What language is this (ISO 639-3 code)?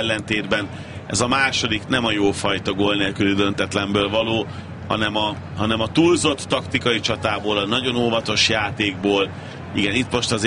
hun